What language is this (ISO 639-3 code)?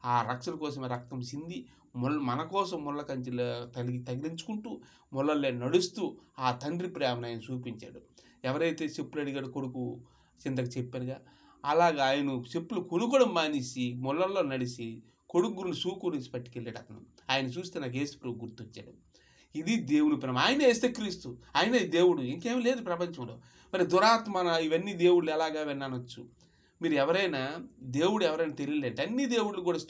tel